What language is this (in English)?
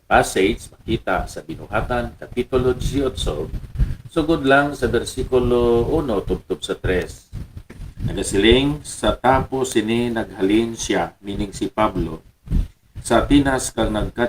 Hiligaynon